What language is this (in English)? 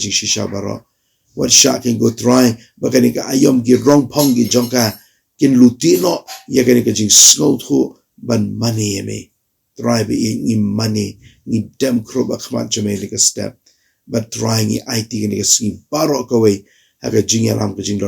Khasi